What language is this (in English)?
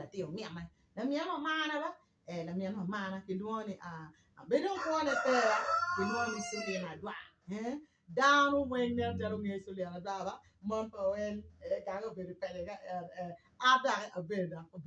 Acoli